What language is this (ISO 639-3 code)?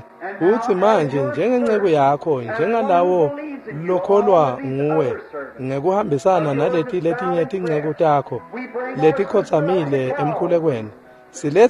ssw